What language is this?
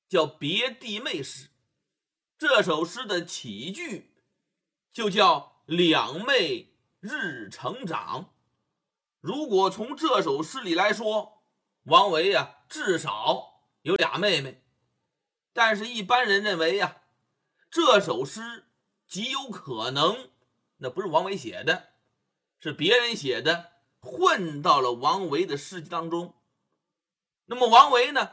Chinese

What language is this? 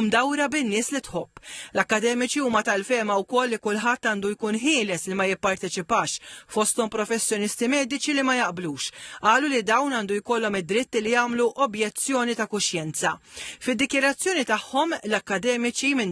Maltese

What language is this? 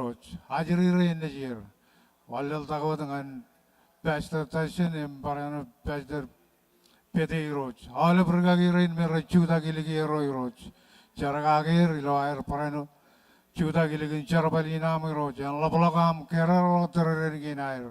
Marshallese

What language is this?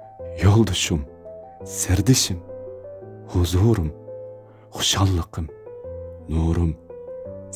Uyghur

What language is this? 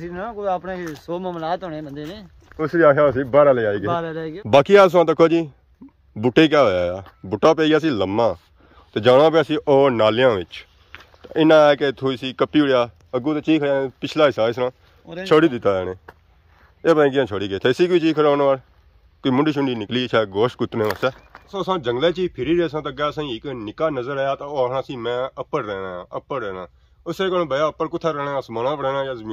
Pahari-Potwari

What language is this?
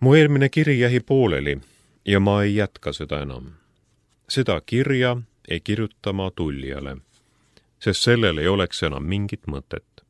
Estonian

